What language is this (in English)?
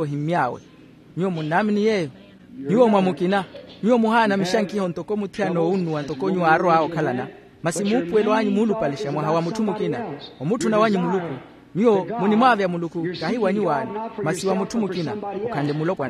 Makhuwa